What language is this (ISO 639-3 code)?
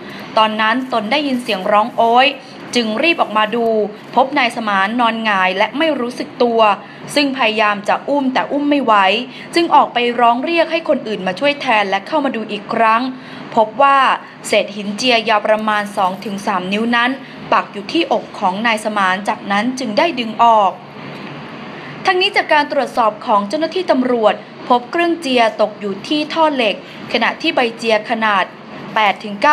tha